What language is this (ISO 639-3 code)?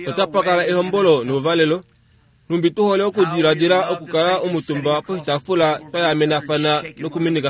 kua